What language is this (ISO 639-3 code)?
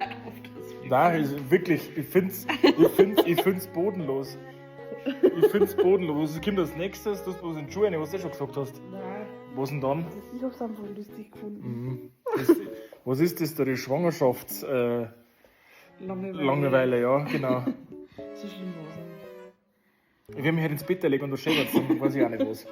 bar